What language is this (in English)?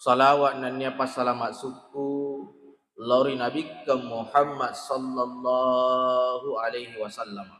Buginese